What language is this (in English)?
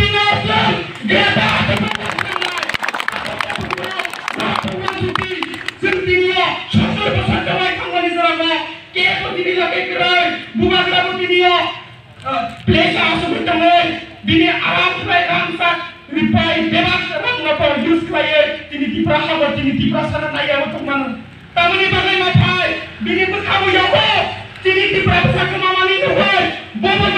Kok Borok